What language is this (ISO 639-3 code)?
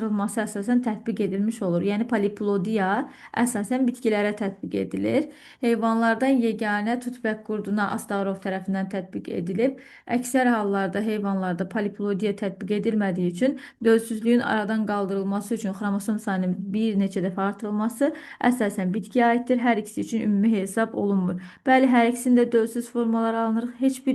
aze